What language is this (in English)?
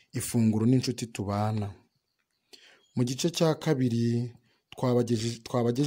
Kinyarwanda